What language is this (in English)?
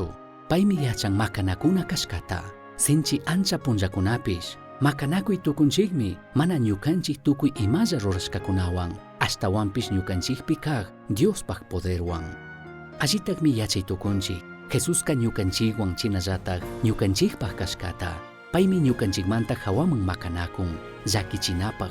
Chimborazo Highland Quichua